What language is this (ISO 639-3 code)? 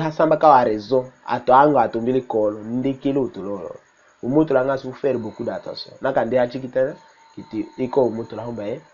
tll